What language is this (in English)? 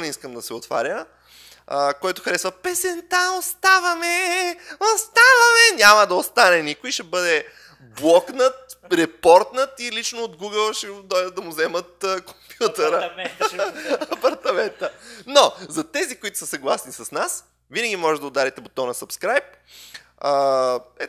Bulgarian